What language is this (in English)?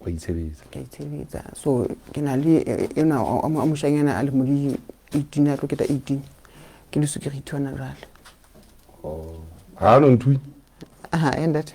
Southern Sotho